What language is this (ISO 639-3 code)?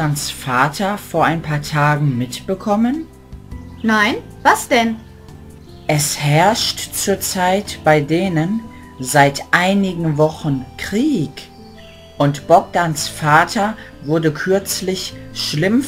deu